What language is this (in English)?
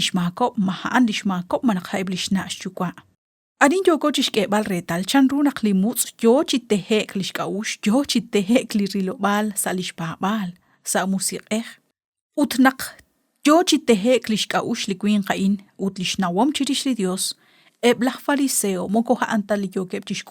Kekchí